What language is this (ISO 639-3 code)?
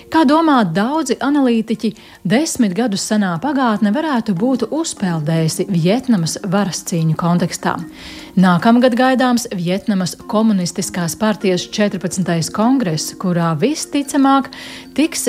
lav